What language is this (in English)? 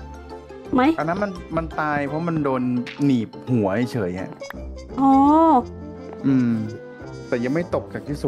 Thai